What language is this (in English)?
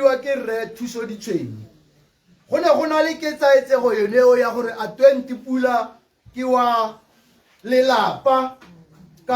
Tswana